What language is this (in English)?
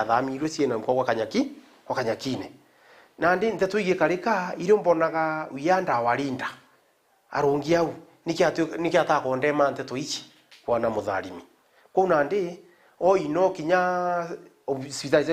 Meru